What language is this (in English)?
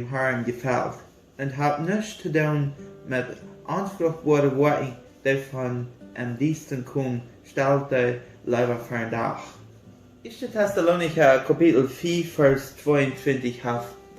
Plautdietsch